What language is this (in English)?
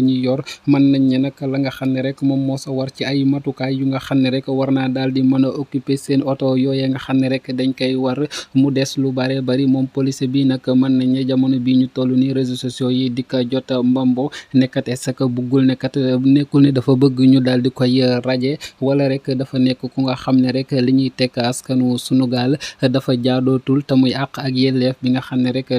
Wolof